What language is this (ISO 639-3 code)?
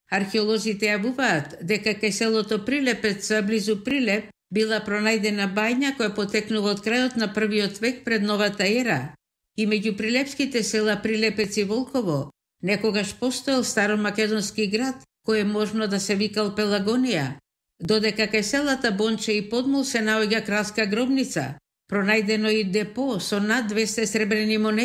mkd